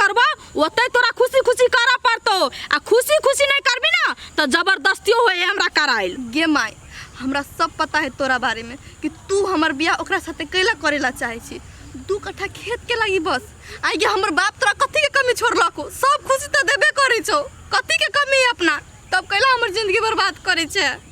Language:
Maithili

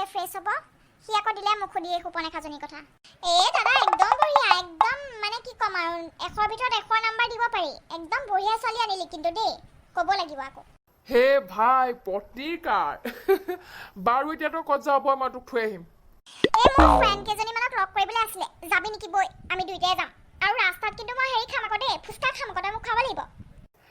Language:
Assamese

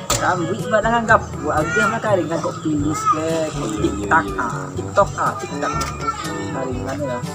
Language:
Minangkabau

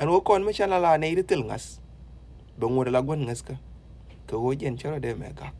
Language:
Nuer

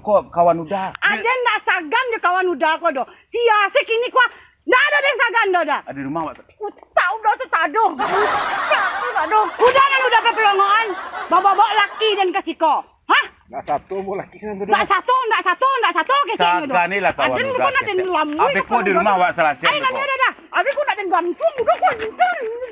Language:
Minangkabau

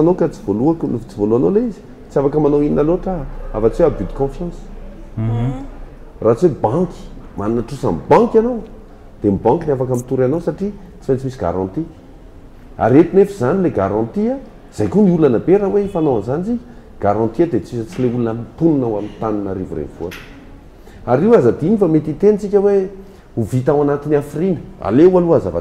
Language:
Malagasy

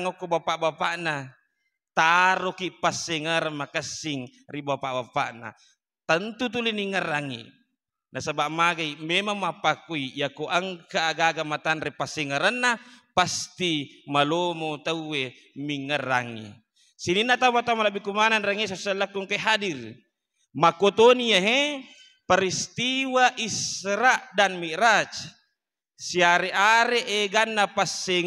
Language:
Buginese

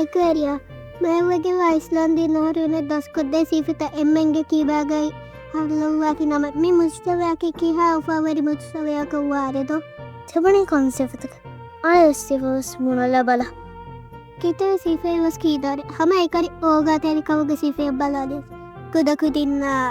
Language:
Divehi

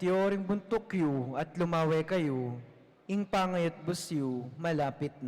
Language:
Pampanga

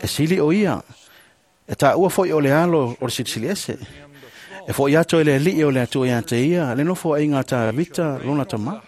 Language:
Samoan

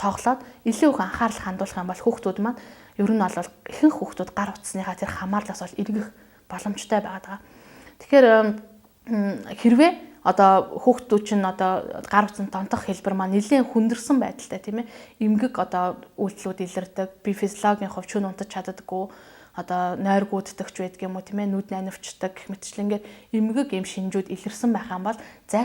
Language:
Mongolian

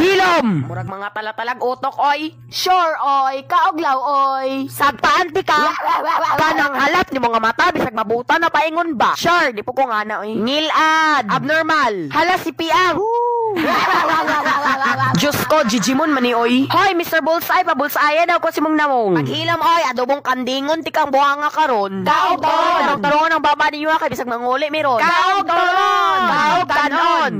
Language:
Cebuano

